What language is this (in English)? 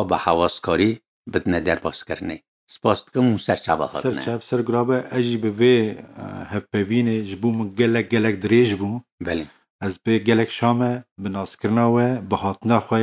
Kurdish